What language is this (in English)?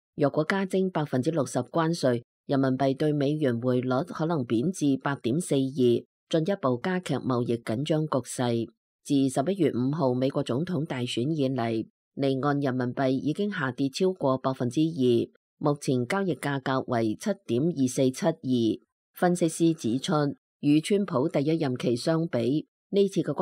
Cantonese